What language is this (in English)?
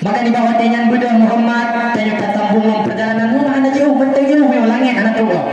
Achinese